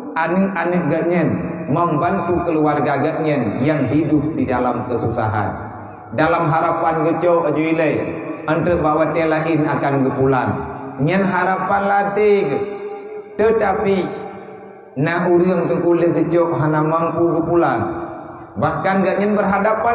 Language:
Achinese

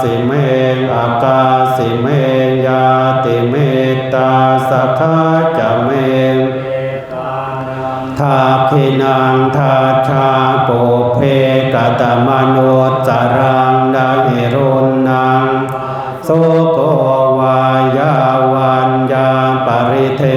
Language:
Pali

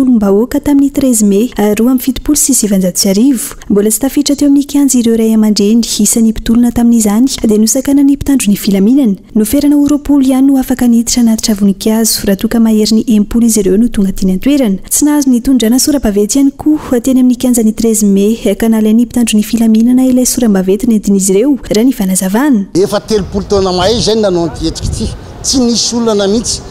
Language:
Malagasy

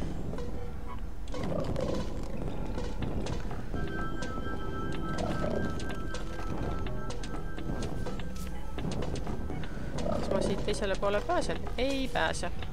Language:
Estonian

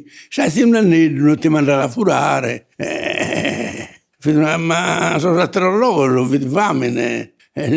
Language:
Sardinian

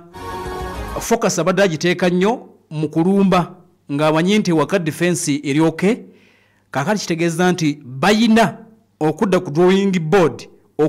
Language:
Ganda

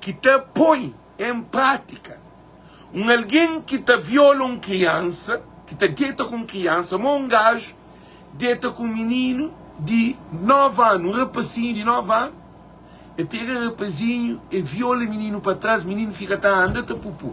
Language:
Kabuverdianu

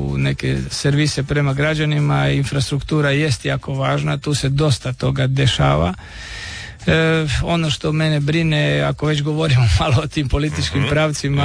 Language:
Croatian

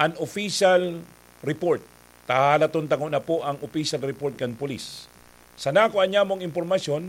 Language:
Bikol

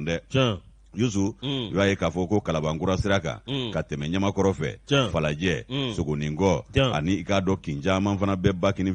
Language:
Bambara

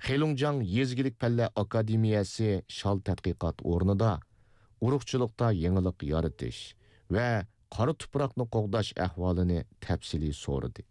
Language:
Uyghur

